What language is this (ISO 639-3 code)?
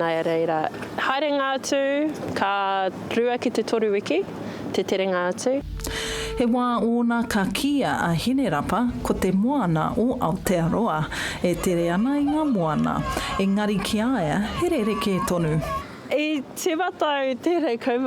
mri